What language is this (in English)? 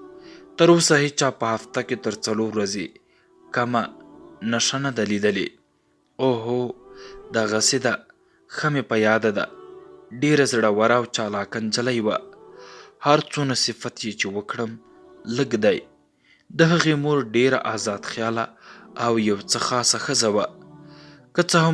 Pashto